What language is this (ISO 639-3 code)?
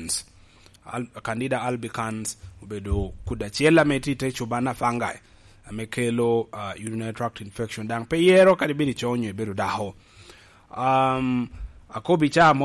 laj